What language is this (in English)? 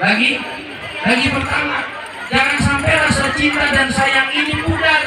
Betawi